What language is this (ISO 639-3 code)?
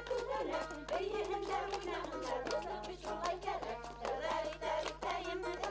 bak